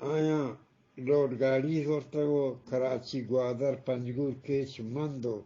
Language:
Eastern Balochi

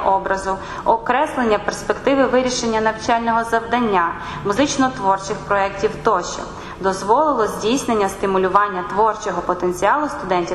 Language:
Ukrainian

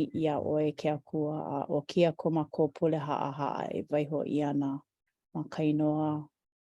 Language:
Hawaiian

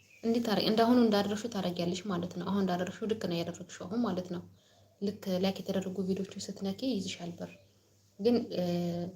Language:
Amharic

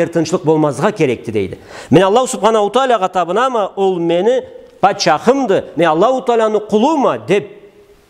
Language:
Karachay-Balkar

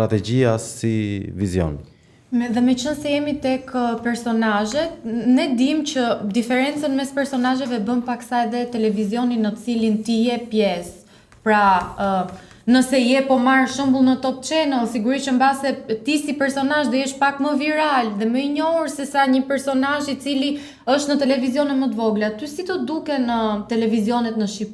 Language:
Albanian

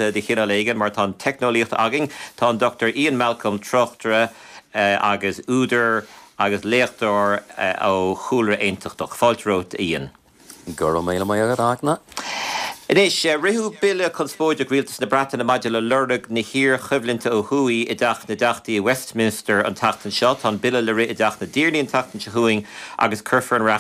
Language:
Irish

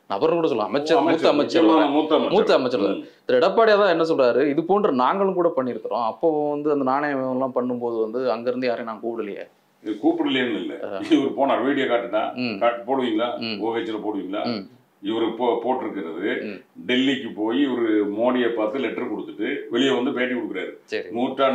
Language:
Tamil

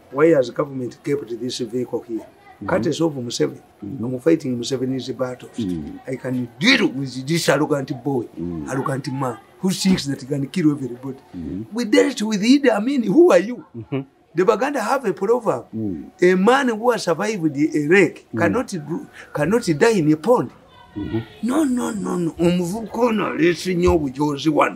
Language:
English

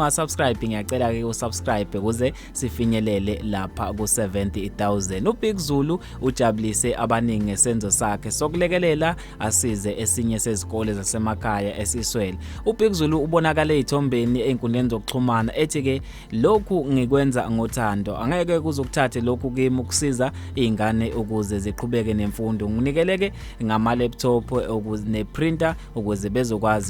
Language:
Zulu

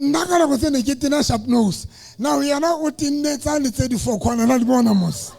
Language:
Southern Sotho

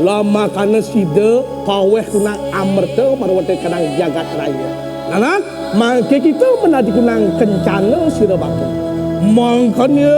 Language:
Balinese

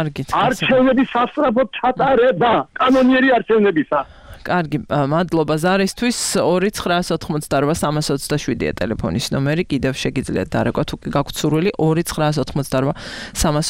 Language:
Georgian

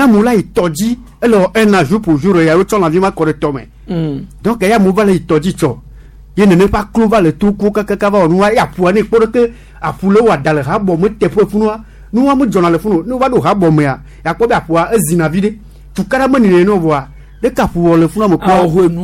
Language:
Gen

